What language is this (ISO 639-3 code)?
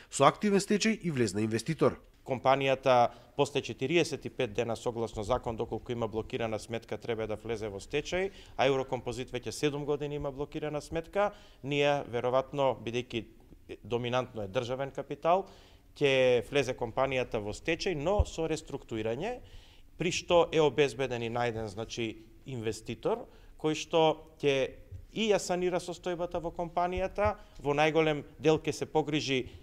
mkd